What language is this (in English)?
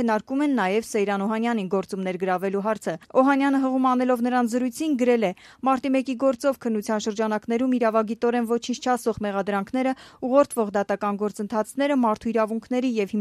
Armenian